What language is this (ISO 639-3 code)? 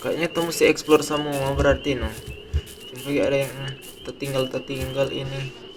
xmm